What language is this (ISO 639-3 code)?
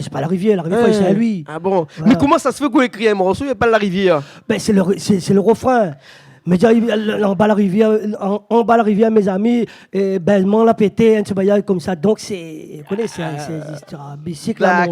rcf